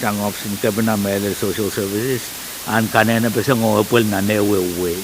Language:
Pohnpeian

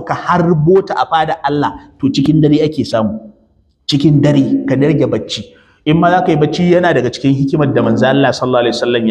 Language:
Hausa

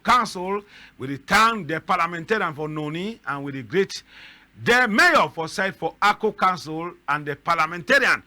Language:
Cameroon Pidgin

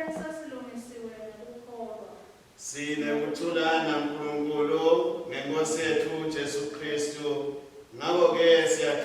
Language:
Swati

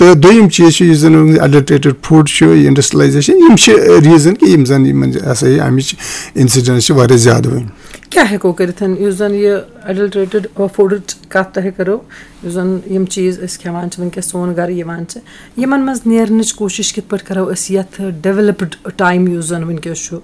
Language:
Kashmiri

